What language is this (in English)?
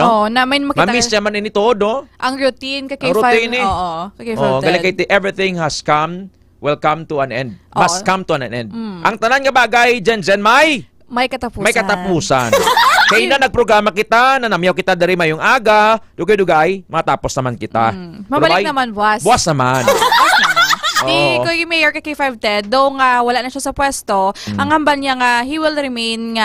Hiligaynon